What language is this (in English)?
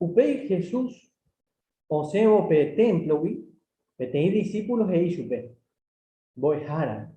Guarani